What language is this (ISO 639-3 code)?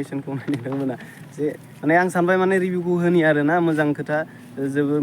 brx